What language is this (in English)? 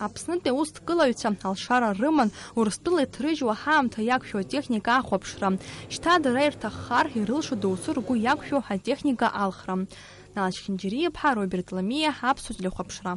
Abkhazian